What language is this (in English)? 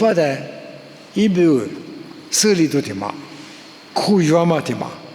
Lisu